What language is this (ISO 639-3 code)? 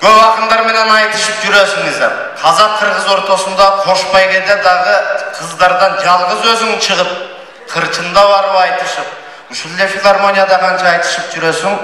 kir